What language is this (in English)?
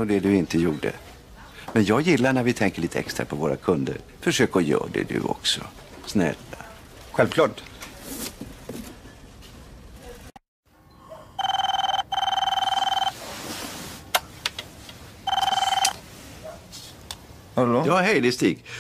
Swedish